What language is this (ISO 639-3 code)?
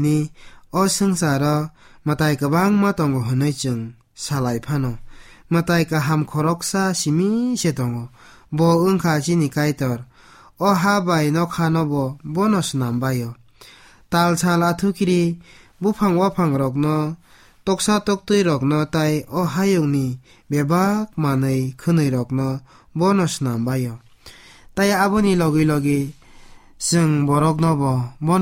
trp